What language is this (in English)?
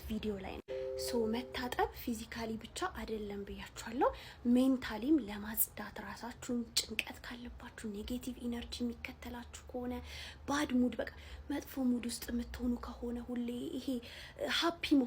Amharic